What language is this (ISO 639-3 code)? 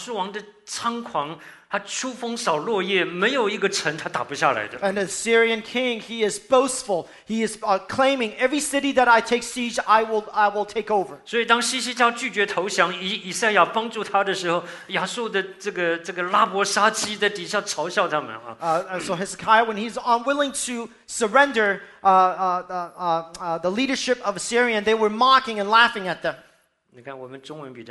zho